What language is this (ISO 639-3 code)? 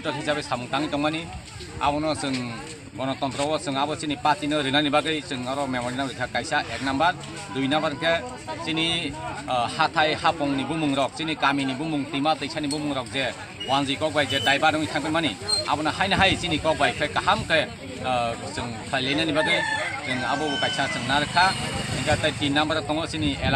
trp